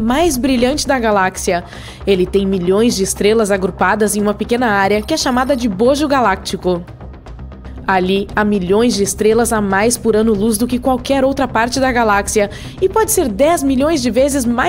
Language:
Portuguese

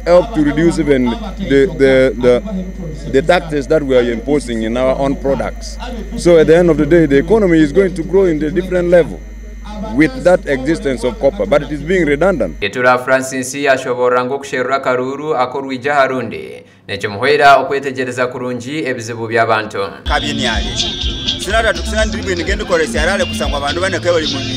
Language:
Nyankole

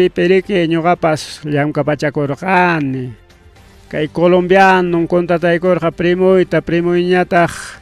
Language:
Ayacucho Quechua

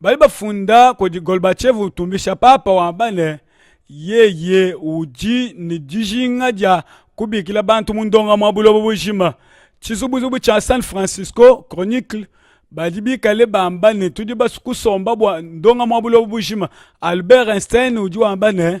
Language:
Luba-Lulua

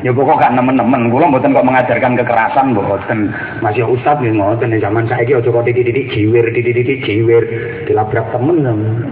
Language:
Javanese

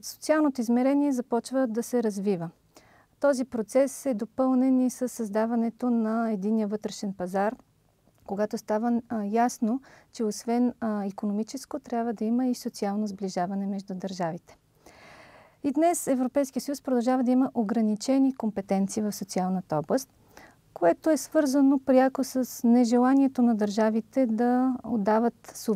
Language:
Bulgarian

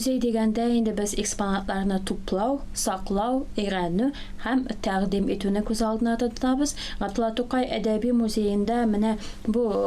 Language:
Tatar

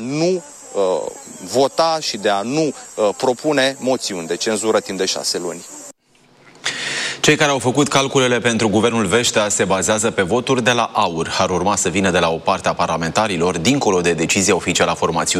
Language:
Romanian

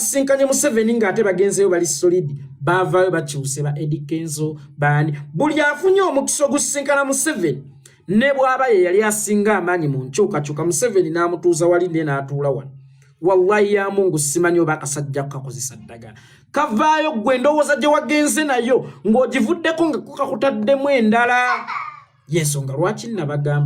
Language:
Ganda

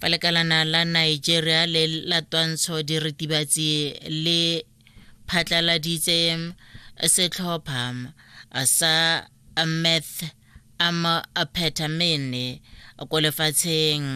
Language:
Tswana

